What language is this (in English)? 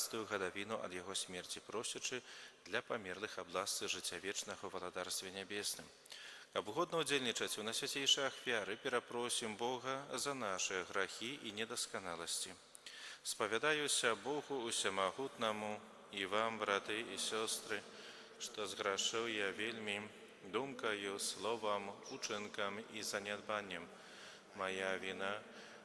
Belarusian